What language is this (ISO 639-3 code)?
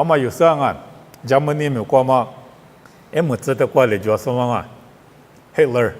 lis